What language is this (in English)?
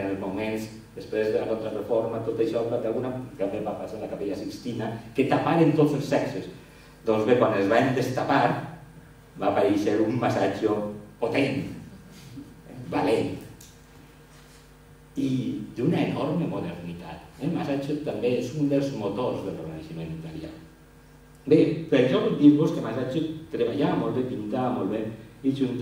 Catalan